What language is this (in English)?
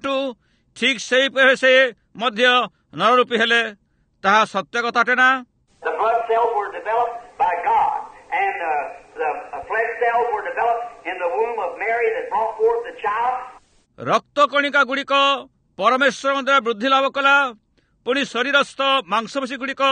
Odia